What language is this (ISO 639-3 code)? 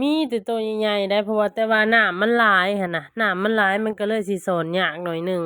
lao